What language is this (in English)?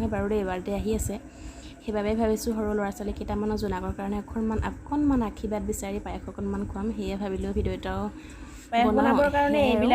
Assamese